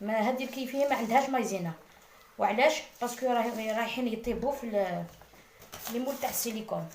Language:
Algerian Arabic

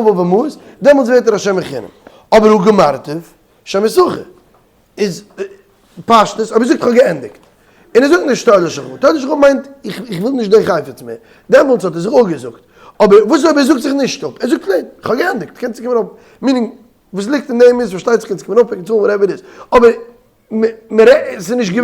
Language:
Yiddish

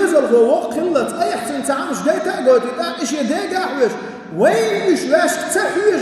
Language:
Chechen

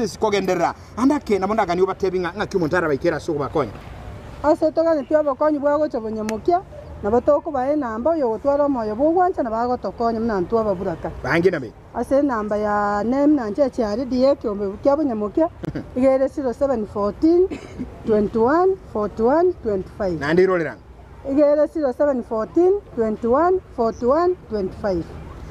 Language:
Gusii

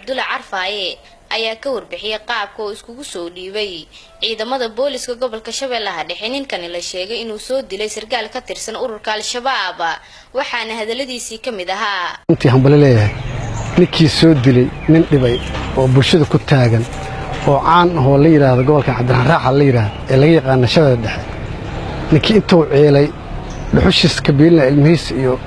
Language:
Somali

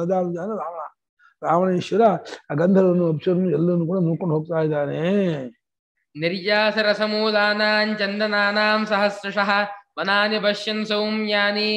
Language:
Kannada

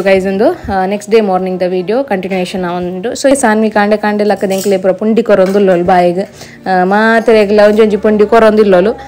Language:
Tulu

